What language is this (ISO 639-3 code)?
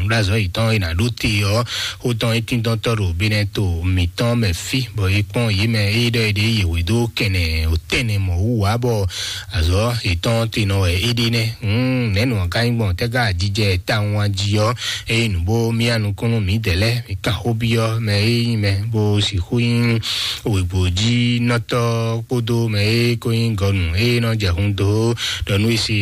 fon